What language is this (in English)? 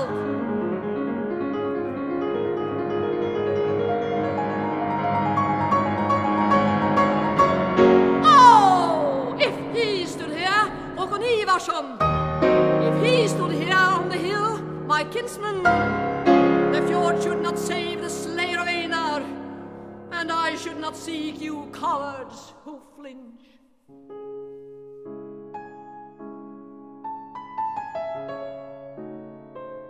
English